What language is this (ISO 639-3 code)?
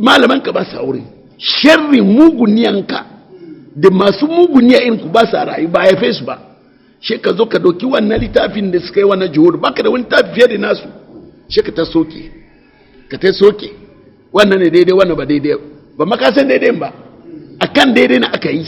hau